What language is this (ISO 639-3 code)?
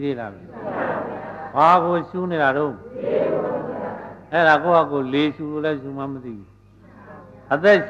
mya